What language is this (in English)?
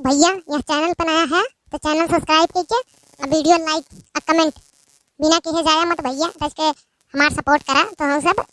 Awadhi